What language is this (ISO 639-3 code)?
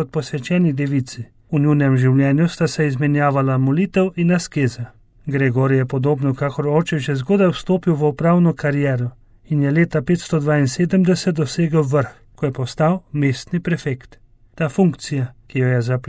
slv